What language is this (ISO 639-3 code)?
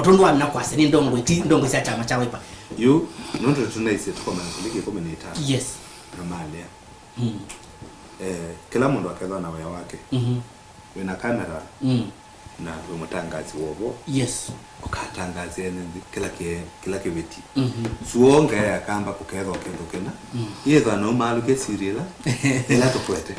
kam